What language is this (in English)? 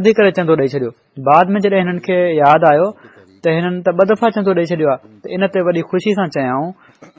Sindhi